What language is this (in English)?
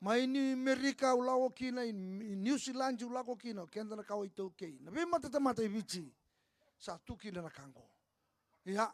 Fijian